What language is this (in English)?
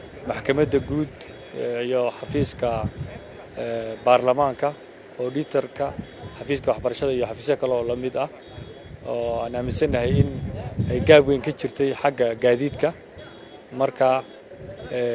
Somali